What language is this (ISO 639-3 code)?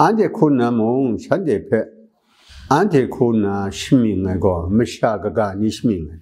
kac